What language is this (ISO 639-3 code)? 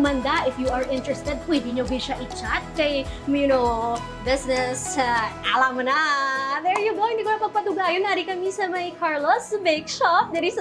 hil